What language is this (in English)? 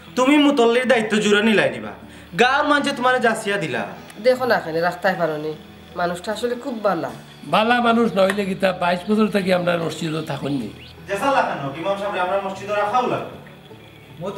Sylheti